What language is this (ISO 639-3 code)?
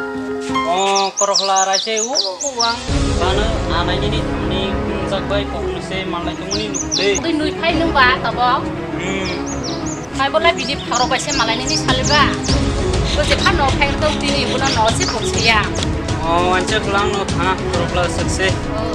trp